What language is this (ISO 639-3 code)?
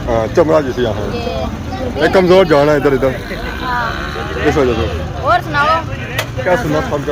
phr